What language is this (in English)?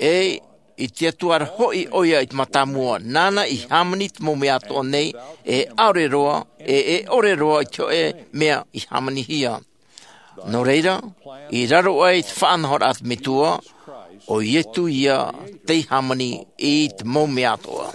Tahitian